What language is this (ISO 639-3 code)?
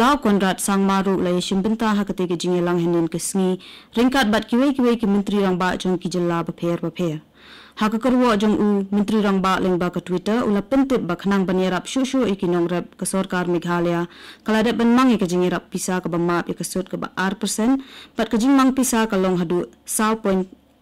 kha